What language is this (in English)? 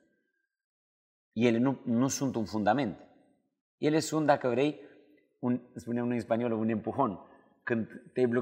Romanian